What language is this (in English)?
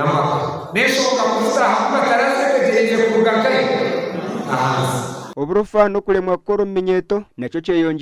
Nyankole